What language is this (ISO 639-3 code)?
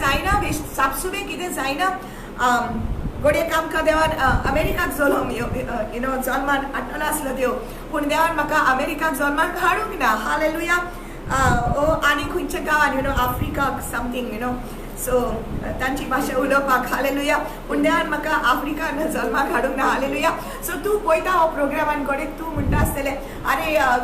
kok